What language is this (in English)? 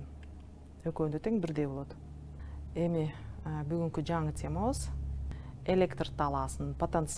Kyrgyz